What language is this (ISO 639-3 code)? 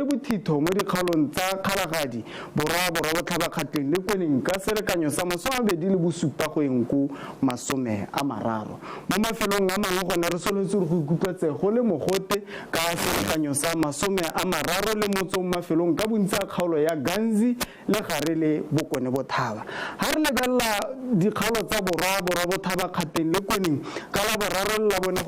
tsn